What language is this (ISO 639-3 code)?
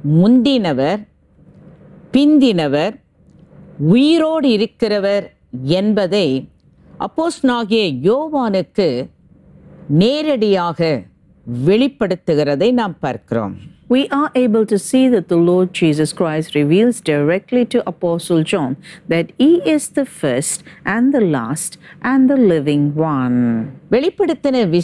tam